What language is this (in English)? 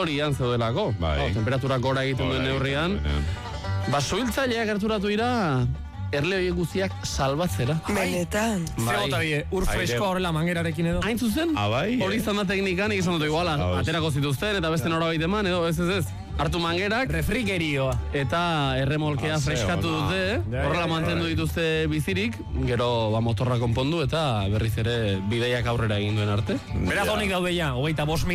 Basque